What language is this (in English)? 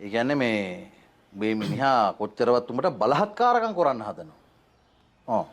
Sinhala